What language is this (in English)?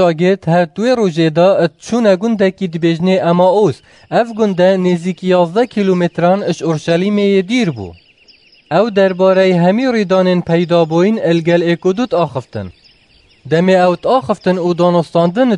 Kurdish